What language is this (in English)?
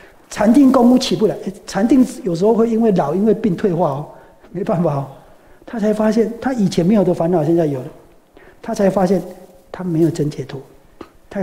Chinese